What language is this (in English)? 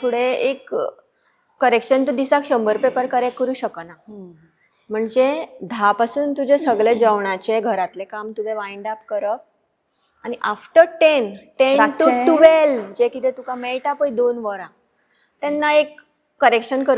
Konkani